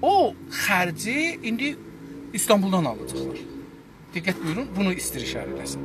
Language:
South Azerbaijani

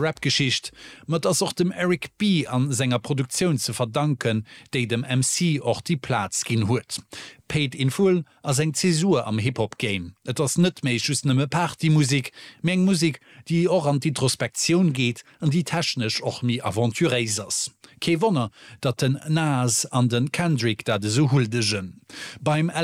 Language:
Luxembourgish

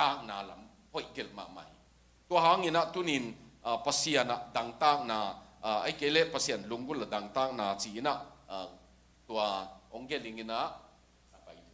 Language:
Tedim Chin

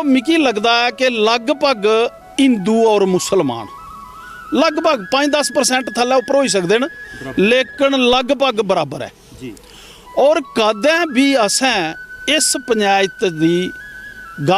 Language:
Dogri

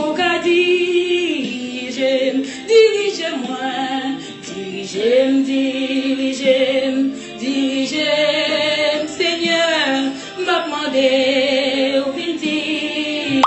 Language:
Haitian Creole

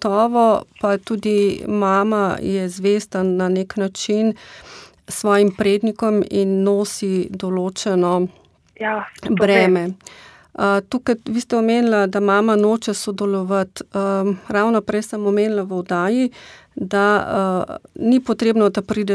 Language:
Slovenian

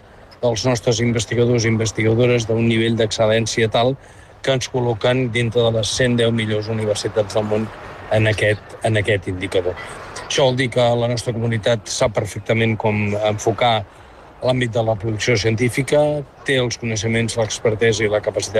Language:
Catalan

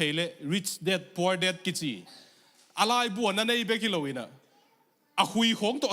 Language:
Tedim Chin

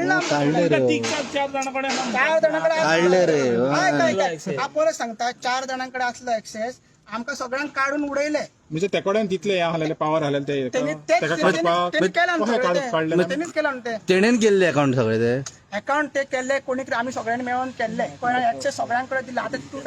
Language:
Konkani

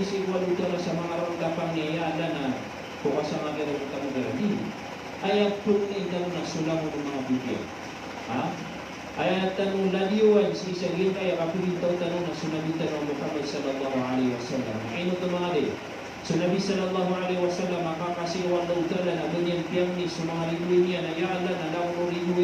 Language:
Maranao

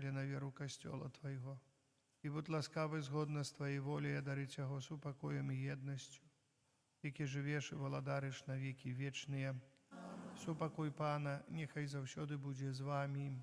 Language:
Belarusian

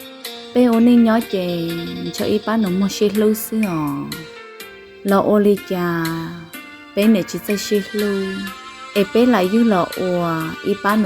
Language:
Hmong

